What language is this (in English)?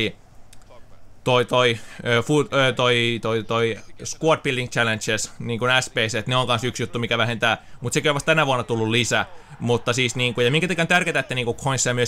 Finnish